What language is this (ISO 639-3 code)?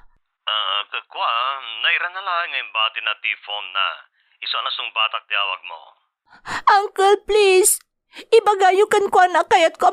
ilo